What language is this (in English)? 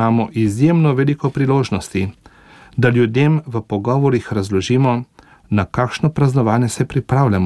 Slovenian